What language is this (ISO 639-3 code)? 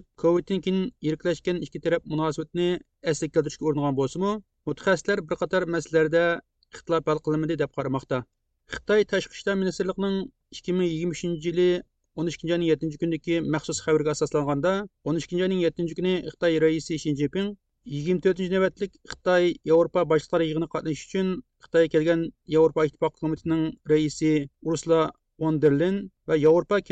uig